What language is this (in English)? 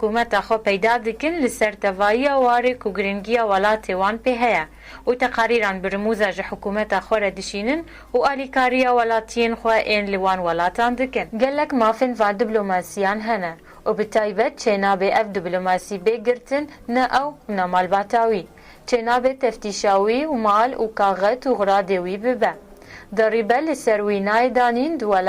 Kurdish